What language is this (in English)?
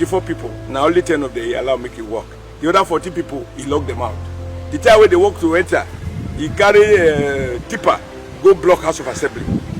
Nigerian Pidgin